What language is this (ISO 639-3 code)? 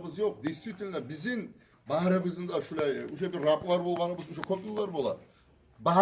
kum